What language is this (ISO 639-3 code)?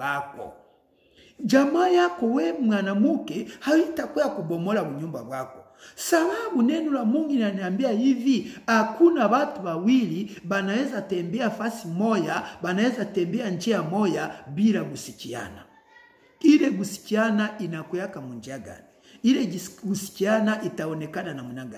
swa